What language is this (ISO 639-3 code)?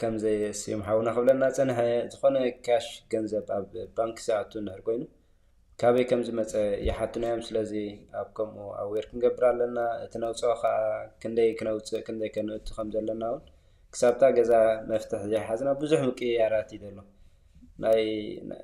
tir